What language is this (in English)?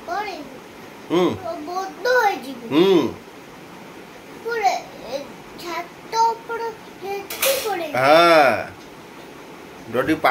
Odia